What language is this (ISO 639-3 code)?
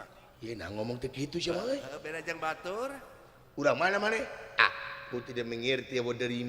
sun